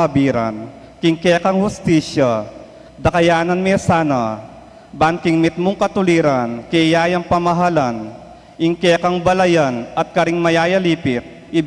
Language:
Pampanga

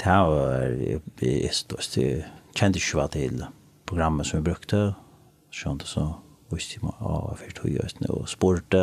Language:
Faroese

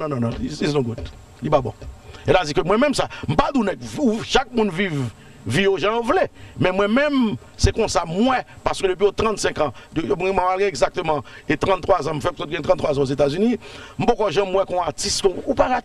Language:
Haitian Creole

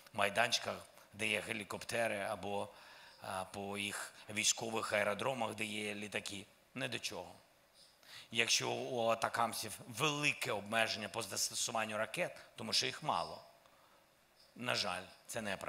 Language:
Ukrainian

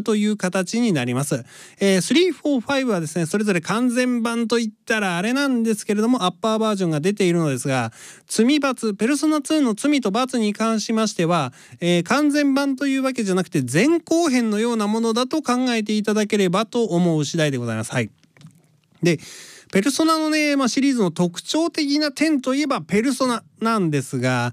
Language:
Japanese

